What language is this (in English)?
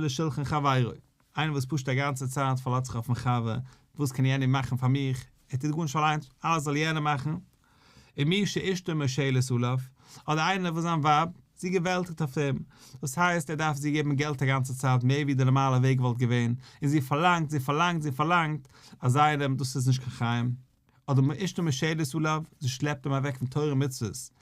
Yiddish